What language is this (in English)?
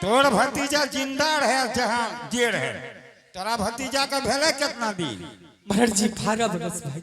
Angika